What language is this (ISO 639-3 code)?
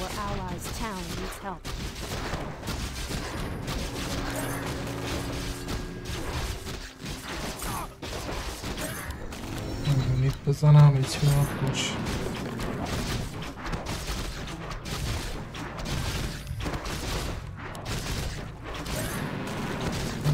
fas